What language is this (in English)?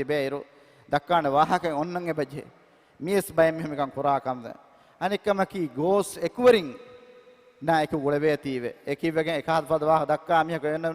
Divehi